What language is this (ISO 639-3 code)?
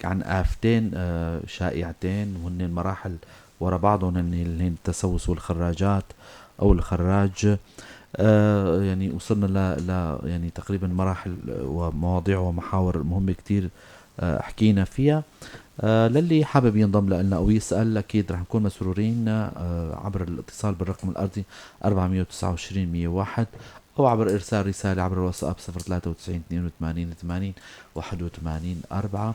apc